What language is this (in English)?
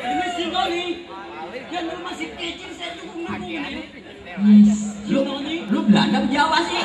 Betawi